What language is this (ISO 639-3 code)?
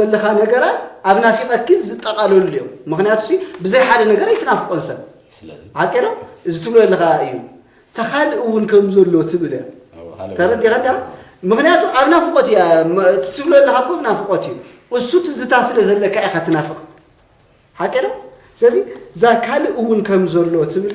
tir